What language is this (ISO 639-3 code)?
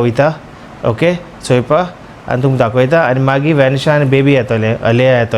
kok